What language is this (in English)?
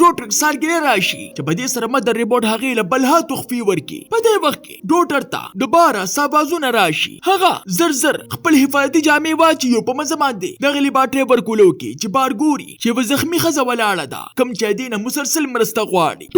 Pashto